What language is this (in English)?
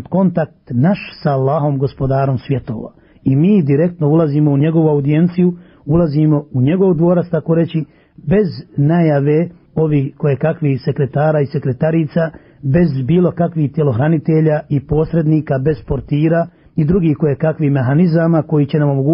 Bosnian